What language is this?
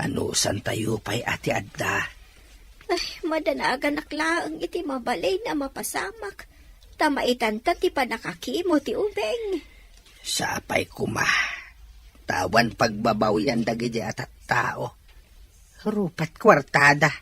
Iloko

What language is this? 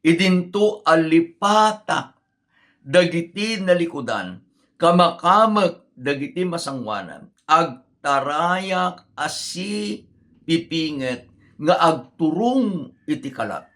Iloko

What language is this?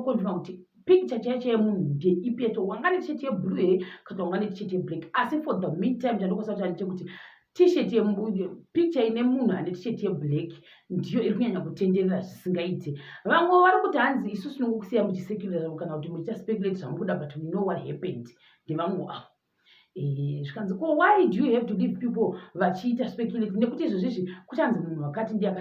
Shona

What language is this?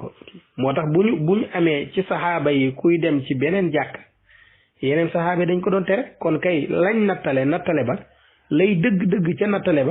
Wolof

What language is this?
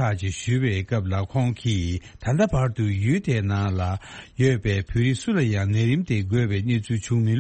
Tibetan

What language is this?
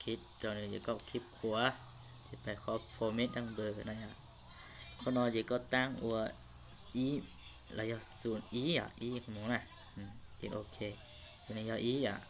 Hmong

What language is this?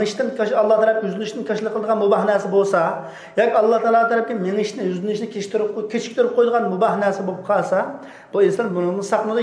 Uyghur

